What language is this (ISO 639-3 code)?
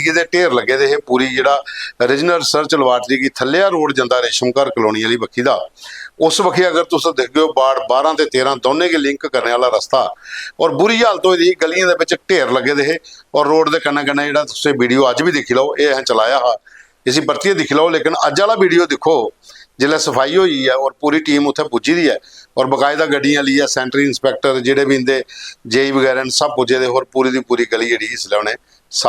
doi